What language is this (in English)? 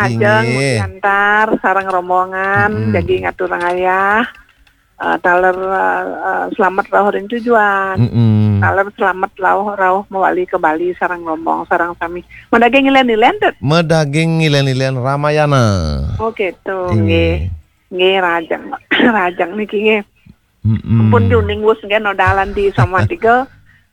Balinese